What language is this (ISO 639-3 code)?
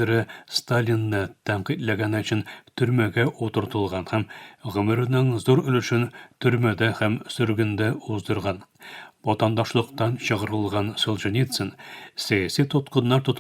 tat